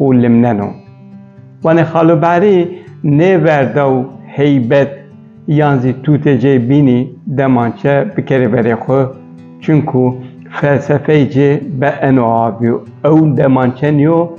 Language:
Kurdish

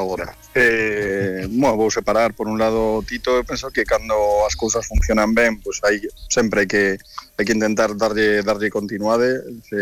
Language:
Galician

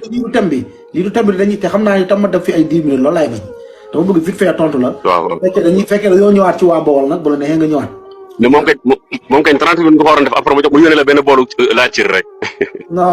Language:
Wolof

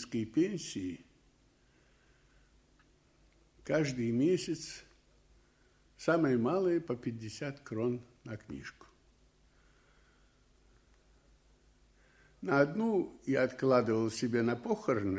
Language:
Russian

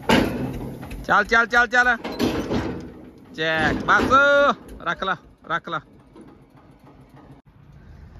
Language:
Punjabi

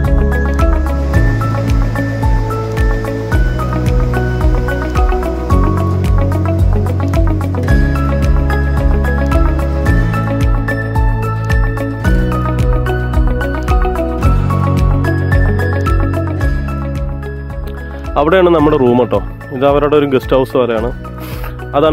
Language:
Malayalam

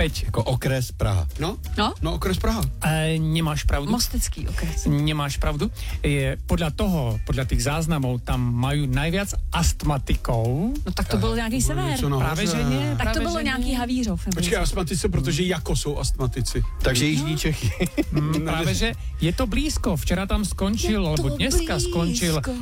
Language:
Czech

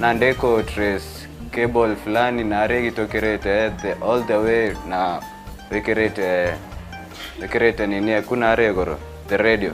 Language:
Meru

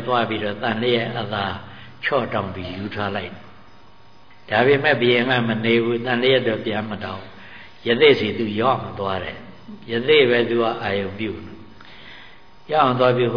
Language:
Burmese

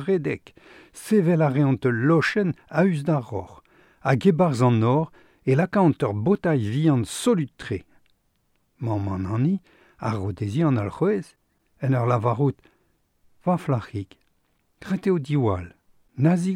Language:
Breton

